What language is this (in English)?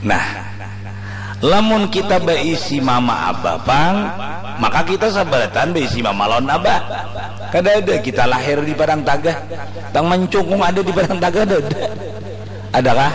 Banjar